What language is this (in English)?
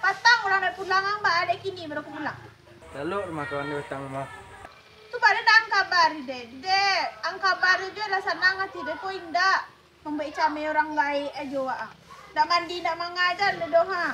Minangkabau